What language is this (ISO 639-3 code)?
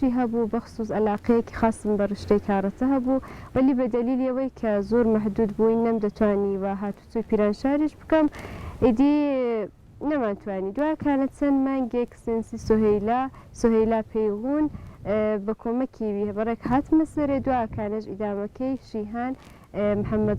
ckb